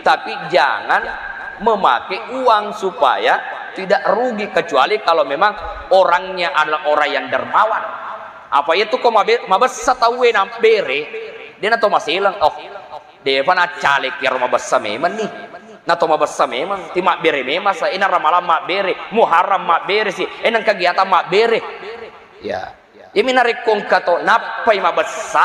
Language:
Buginese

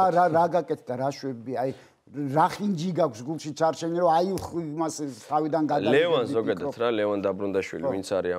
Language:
Georgian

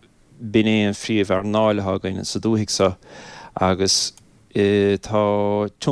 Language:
Irish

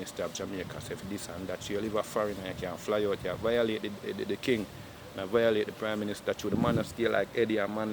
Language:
Jamaican Creole English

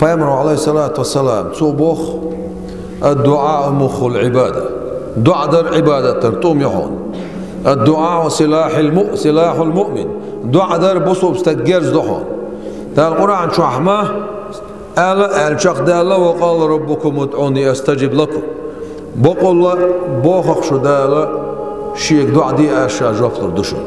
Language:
Chechen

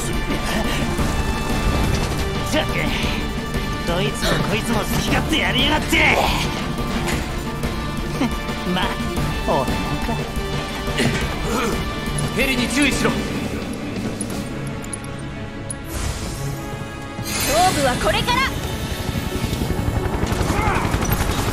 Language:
Japanese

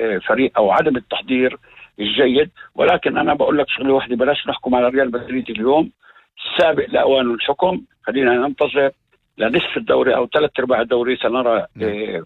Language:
North Levantine Arabic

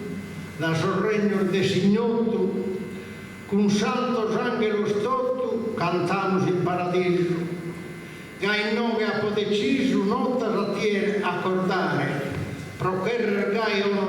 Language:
Sardinian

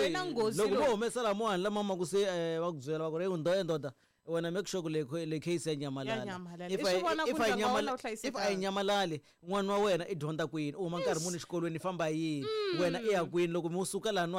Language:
Tsonga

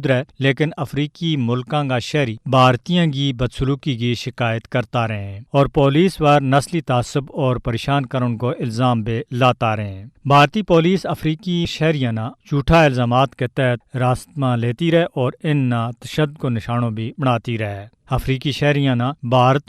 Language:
Gujari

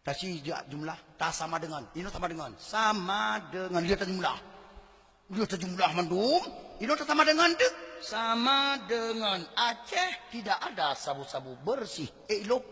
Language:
Achinese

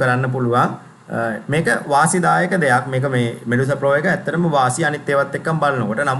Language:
Sinhala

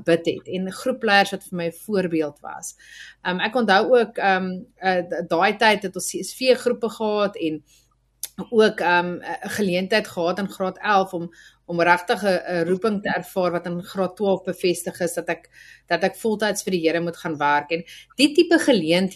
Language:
Afrikaans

